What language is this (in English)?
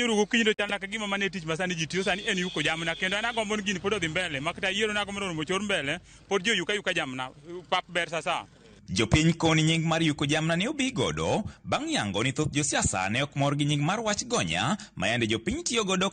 Luo (Kenya and Tanzania)